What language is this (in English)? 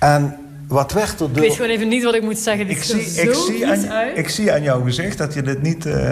Dutch